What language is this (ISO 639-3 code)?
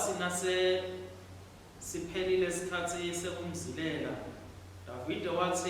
ssw